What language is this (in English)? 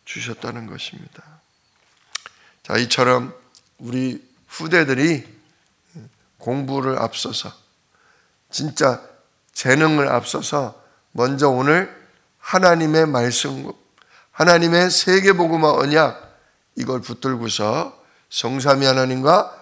Korean